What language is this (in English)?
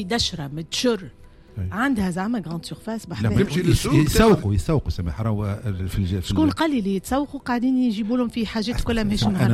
Tunisian Arabic